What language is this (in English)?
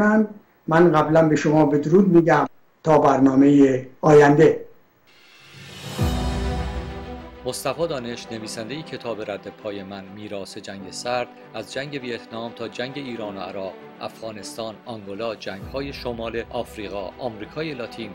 Persian